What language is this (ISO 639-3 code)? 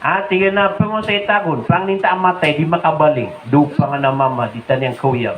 mrw